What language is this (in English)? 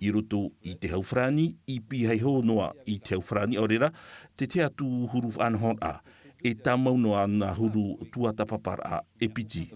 Tahitian